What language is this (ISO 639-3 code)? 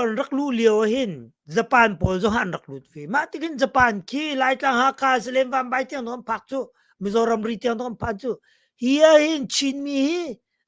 cnh